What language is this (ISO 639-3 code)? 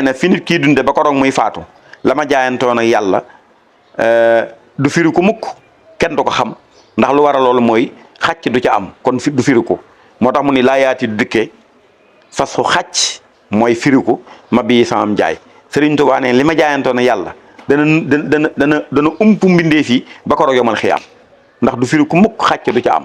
wol